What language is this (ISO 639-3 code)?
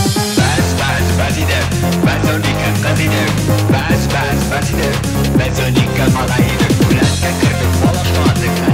kaz